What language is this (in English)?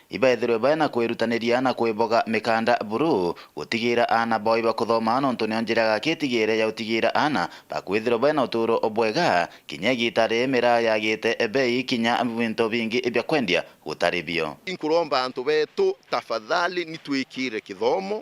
Meru